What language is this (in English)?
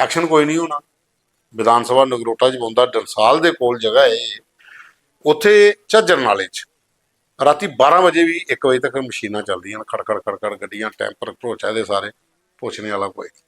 Dogri